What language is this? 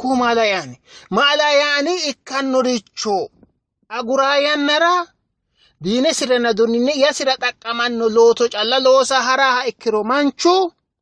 Sidamo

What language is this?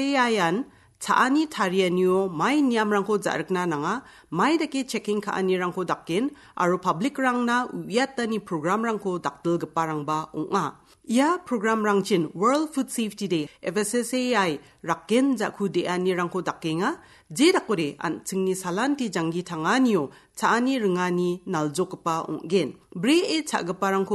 Garo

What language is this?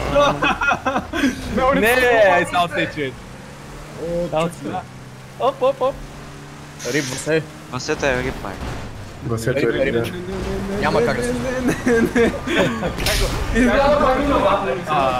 Bulgarian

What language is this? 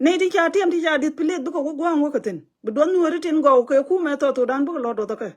Nuer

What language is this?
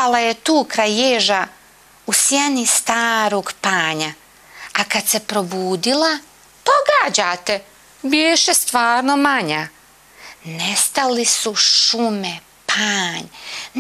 Bosnian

